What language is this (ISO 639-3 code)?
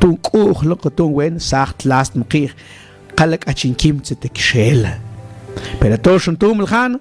mam